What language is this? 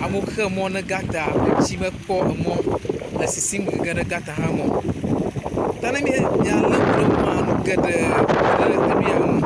Ewe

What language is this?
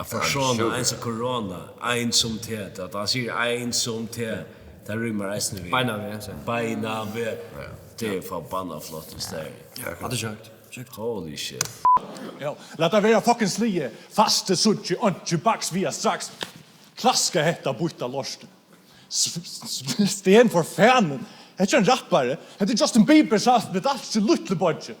Faroese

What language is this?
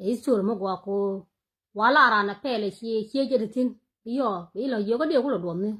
Nuer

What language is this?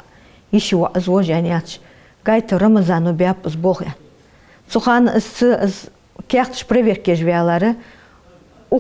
Ingush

